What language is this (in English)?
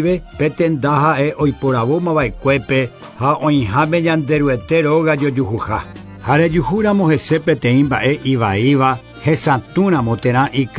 Guarani